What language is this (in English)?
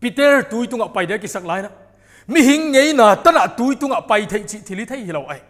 Paite Chin